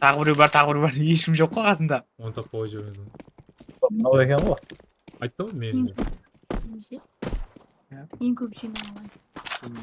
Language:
Kara-Kalpak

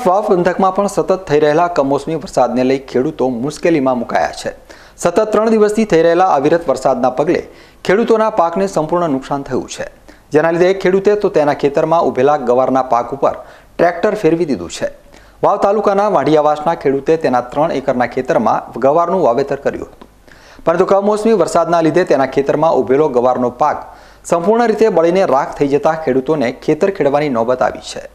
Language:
Gujarati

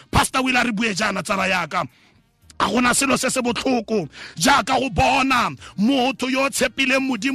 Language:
Tswana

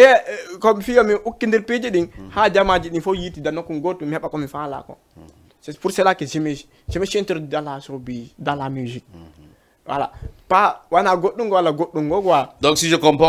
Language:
Fula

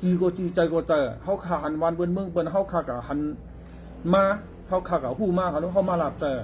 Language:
Shan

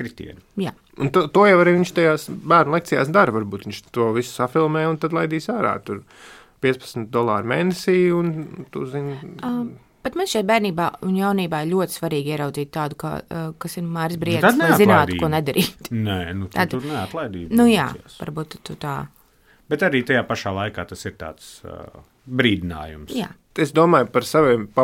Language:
Latvian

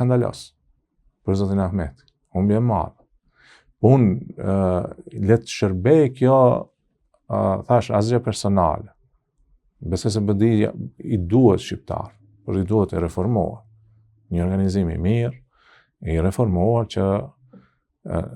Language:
Albanian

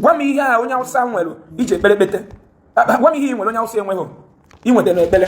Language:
Igbo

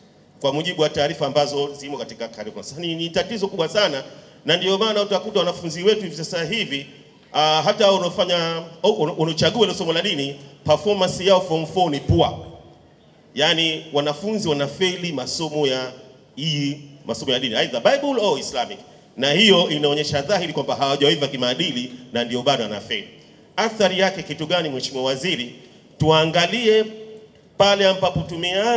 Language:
Swahili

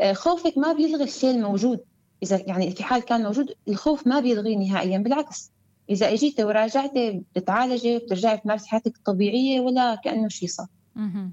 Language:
North Levantine Arabic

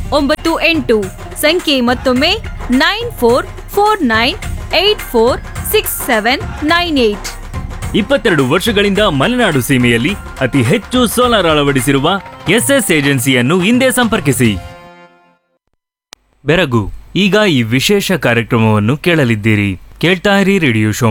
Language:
Kannada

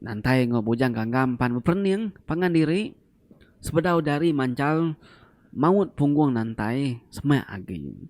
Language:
Iban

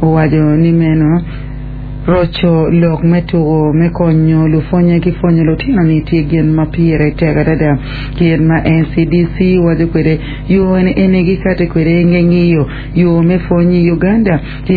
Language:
Acoli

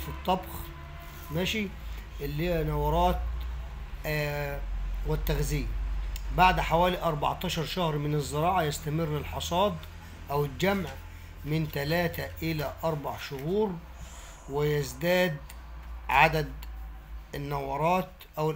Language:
Egyptian Arabic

